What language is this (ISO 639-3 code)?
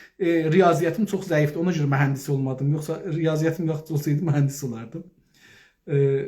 azb